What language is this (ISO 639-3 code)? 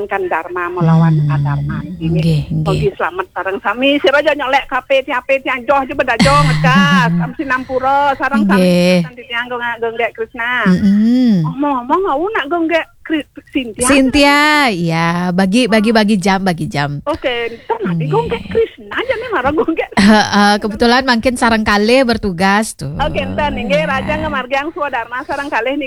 ban